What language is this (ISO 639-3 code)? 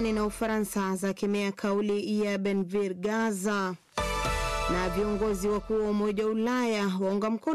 swa